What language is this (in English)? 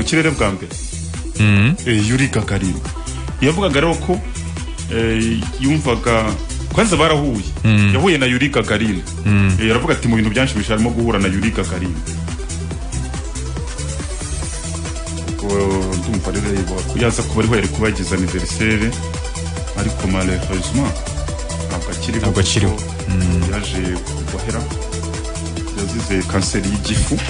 Kinyarwanda